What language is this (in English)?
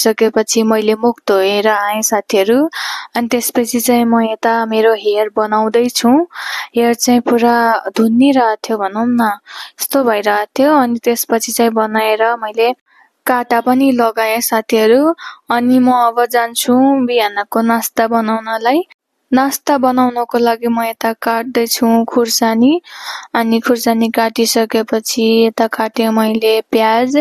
Nepali